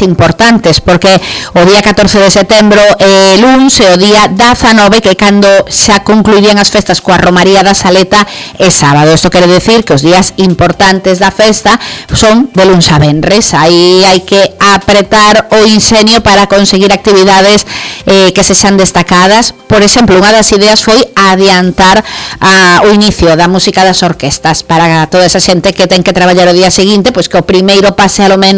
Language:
Galician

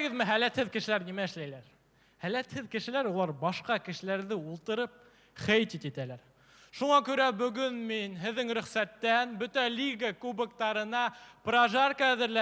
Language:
Bashkir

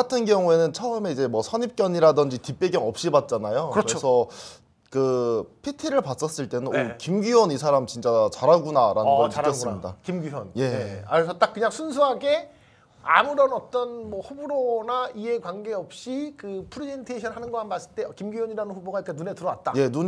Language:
Korean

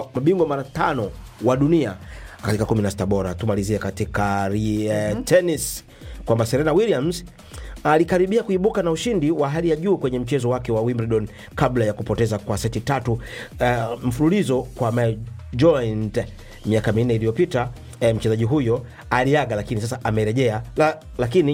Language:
Swahili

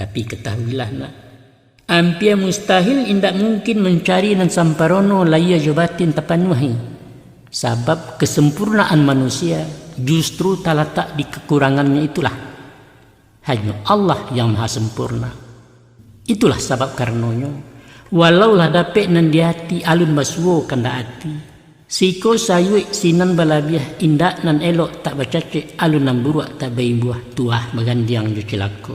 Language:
Minangkabau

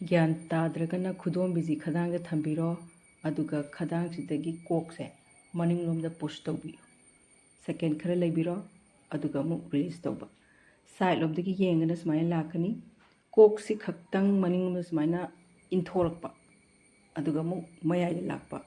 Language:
Manipuri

